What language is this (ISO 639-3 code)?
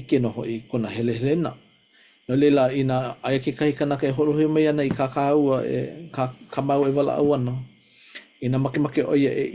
haw